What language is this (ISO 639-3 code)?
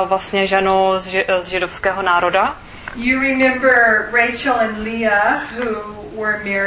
ces